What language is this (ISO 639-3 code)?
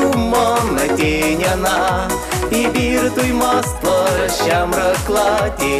chv